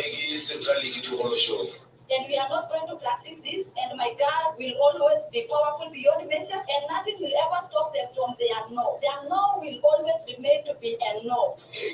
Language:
Masai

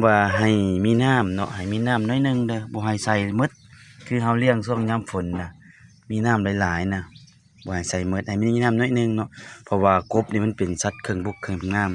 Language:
Lao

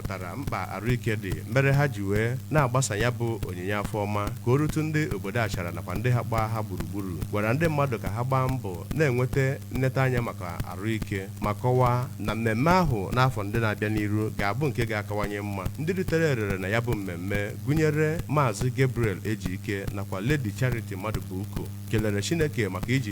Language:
Igbo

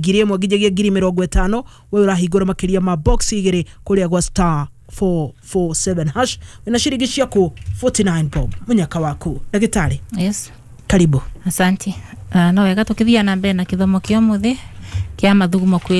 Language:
Kikuyu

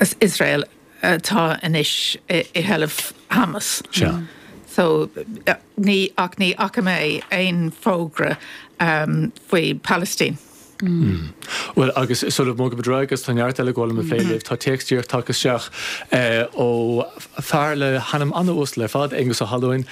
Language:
Irish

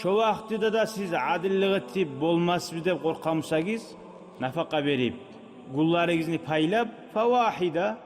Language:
Kumyk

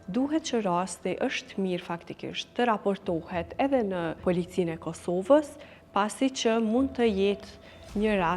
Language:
Albanian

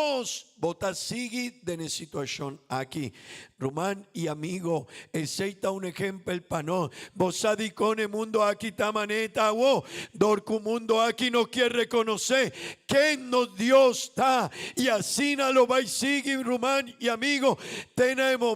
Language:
Papiamento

